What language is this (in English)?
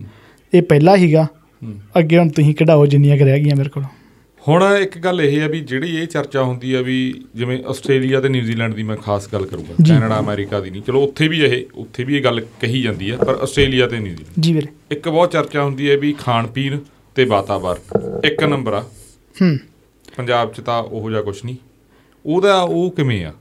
Punjabi